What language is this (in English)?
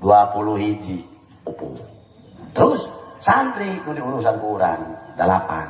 Sundanese